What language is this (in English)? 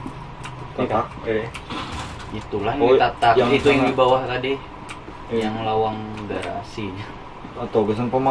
Banjar